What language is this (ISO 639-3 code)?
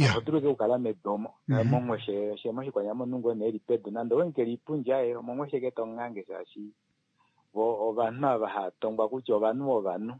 kua